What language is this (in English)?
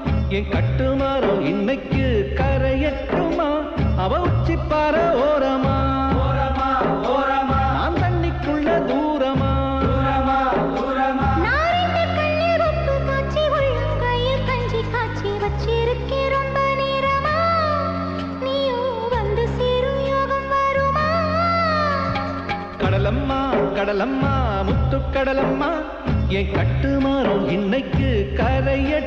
Tamil